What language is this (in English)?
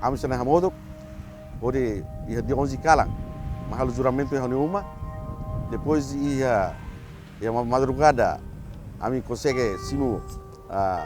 Tetum